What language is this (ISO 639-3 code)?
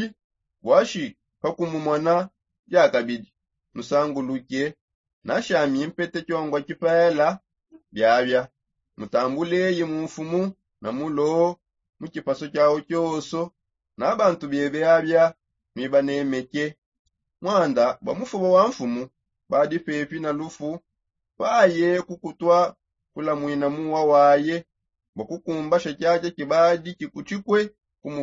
sop